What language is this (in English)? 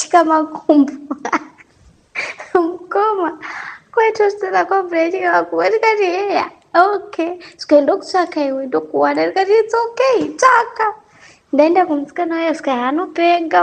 Shona